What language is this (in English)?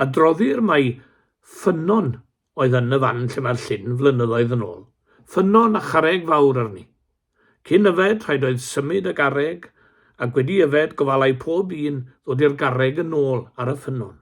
Welsh